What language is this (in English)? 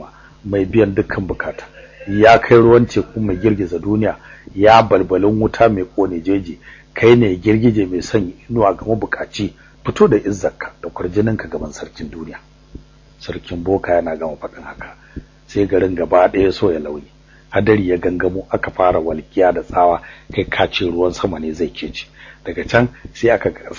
Hausa